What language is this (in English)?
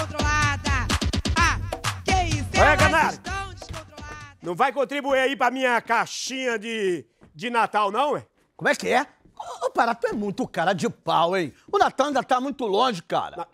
Portuguese